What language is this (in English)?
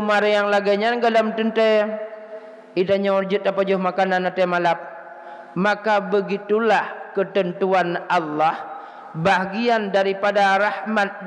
Achinese